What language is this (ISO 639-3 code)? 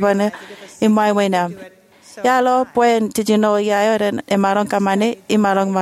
mah